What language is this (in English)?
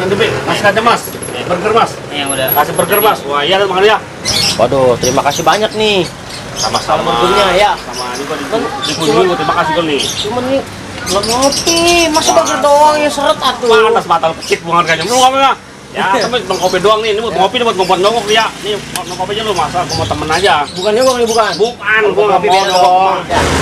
Betawi